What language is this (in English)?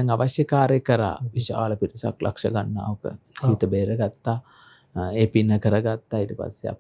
Sinhala